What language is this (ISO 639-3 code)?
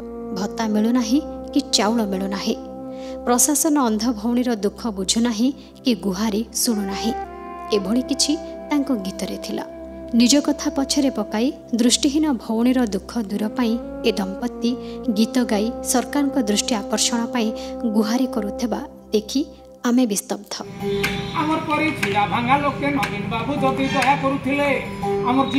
ori